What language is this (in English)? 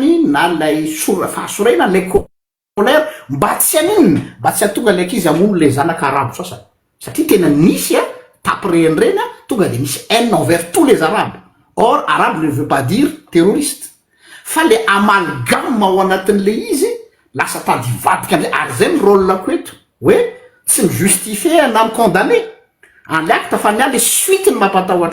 Malagasy